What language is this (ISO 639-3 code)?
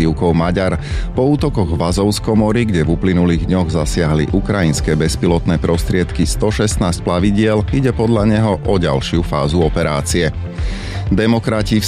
slk